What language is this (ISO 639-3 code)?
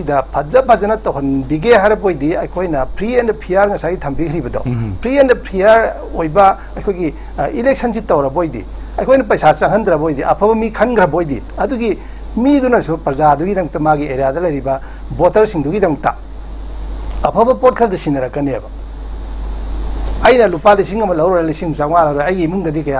mni